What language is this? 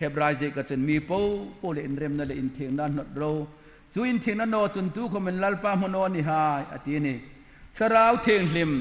Hmar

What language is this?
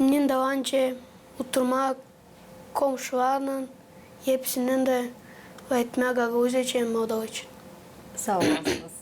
Gagauz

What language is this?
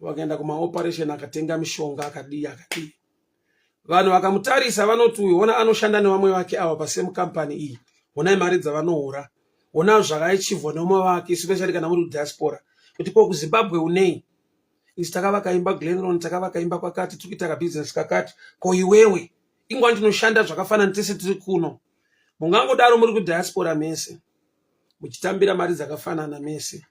Shona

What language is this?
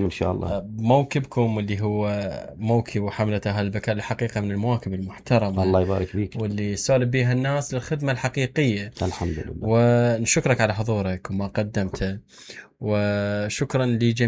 Mesopotamian Arabic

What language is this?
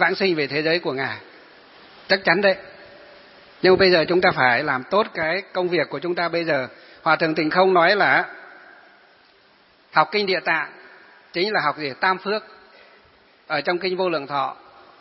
Vietnamese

